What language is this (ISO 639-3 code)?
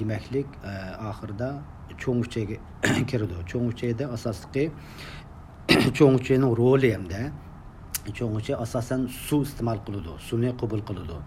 uig